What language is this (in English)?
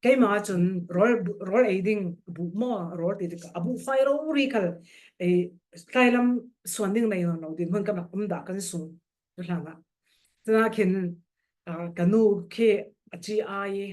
Falam Chin